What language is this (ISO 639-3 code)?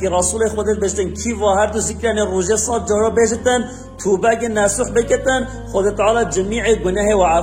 kur